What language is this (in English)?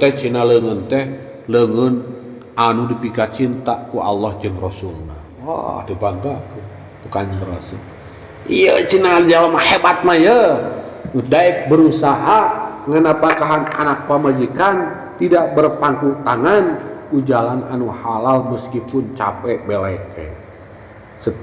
Sundanese